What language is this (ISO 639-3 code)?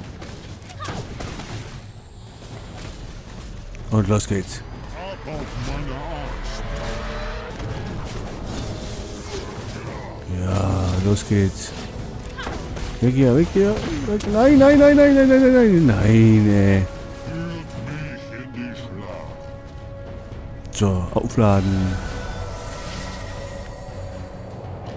deu